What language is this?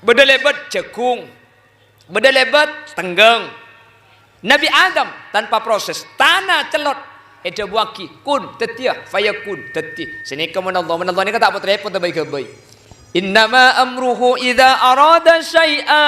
Madurese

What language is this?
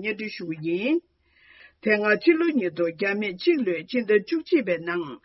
Tibetan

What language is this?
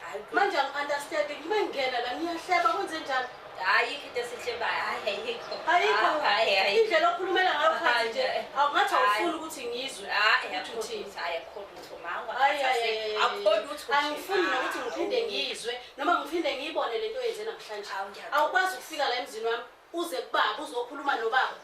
Zulu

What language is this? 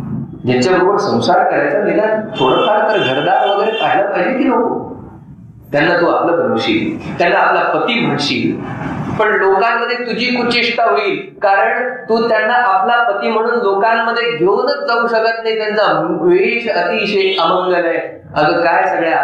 Marathi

